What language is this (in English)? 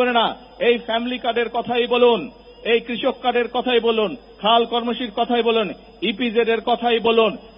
Bangla